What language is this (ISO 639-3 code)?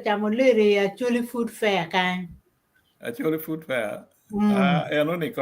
ach